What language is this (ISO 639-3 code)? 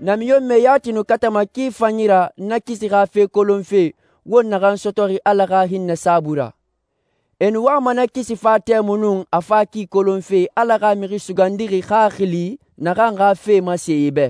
sus